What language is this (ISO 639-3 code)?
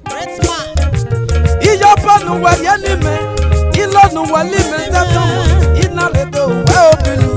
ish